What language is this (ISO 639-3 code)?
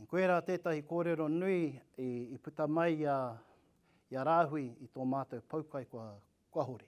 mri